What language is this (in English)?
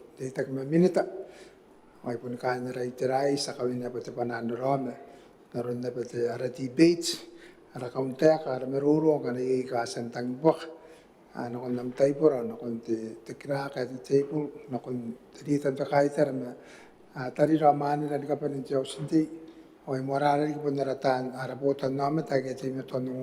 Gilbertese